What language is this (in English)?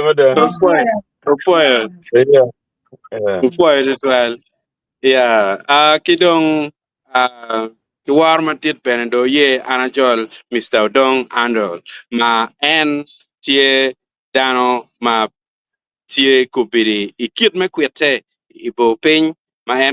Acoli